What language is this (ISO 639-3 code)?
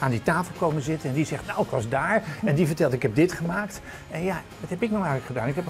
nld